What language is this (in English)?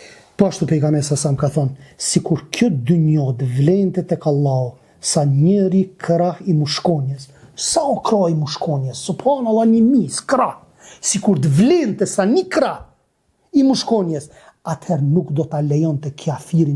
Albanian